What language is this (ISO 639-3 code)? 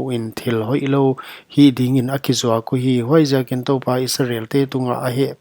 pck